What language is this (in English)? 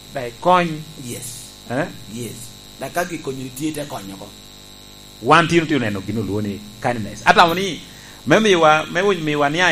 Lango (Uganda)